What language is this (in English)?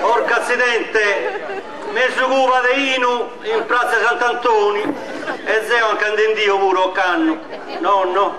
Sardinian